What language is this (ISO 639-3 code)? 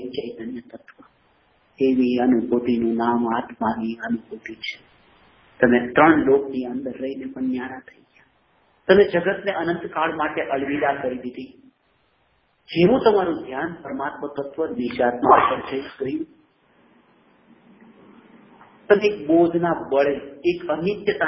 guj